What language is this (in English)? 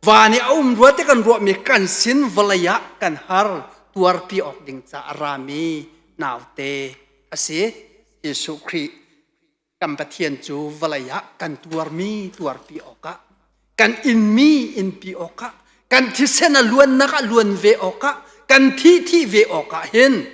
Hakha Chin